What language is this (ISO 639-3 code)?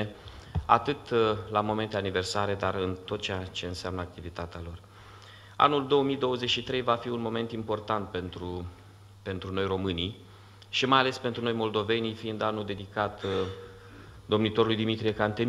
ron